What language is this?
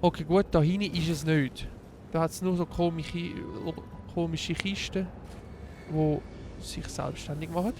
Swiss German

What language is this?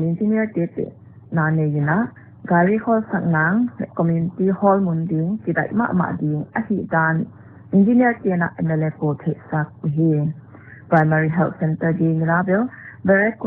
Paite Chin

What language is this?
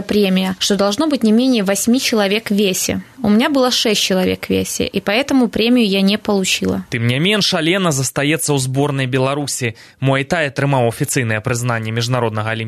Belarusian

